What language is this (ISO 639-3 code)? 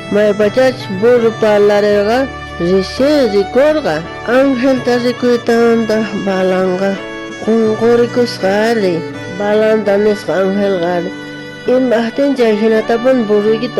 quh